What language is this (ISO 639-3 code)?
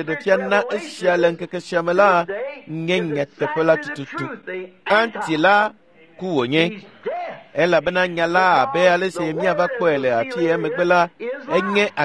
ewe